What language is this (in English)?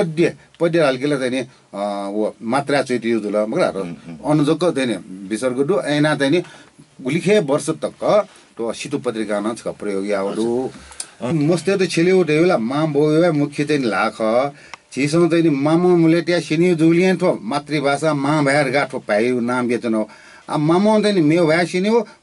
Newari